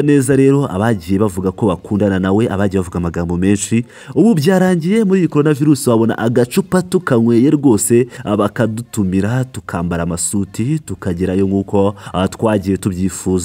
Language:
Kinyarwanda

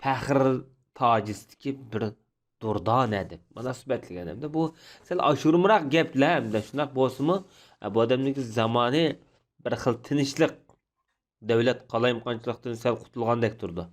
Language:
Uyghur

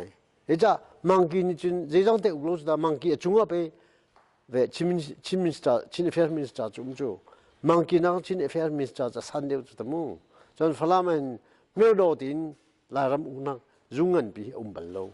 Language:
Hakha Chin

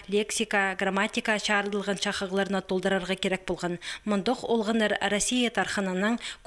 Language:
Khakas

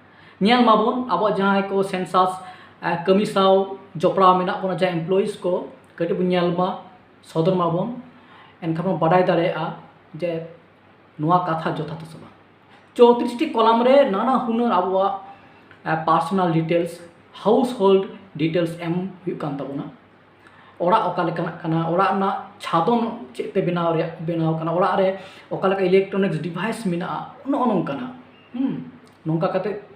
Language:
Santali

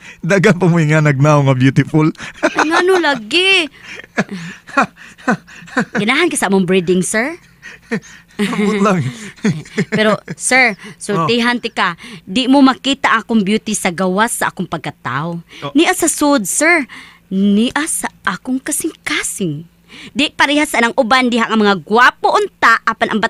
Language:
Cebuano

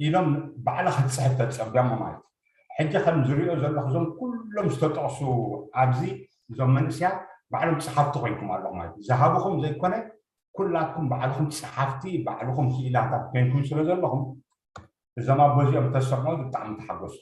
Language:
Tigrinya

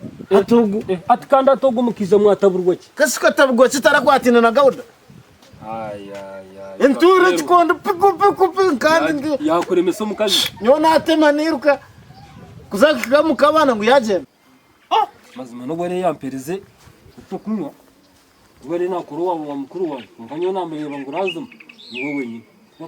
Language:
Nyankole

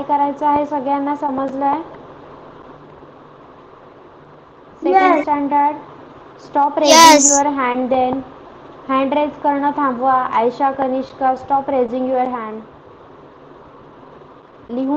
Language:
Marathi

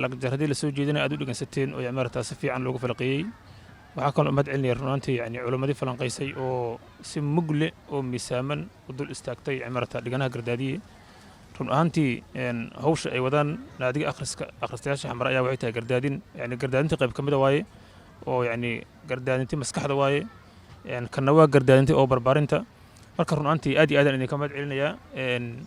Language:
Somali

